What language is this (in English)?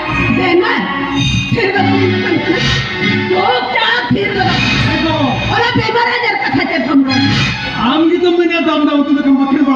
Santali